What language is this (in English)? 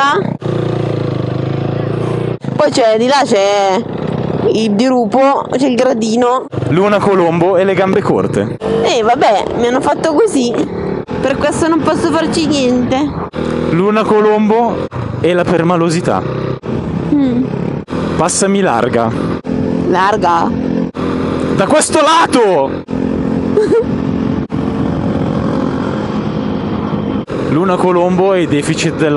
Italian